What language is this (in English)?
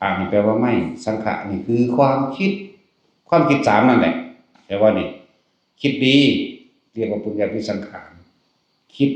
Northeastern Thai